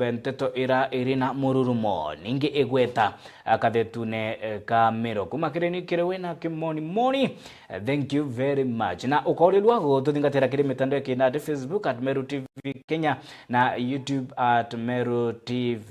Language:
Meru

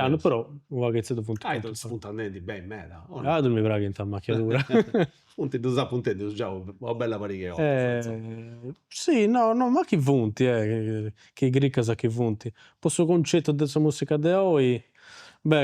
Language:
Sardinian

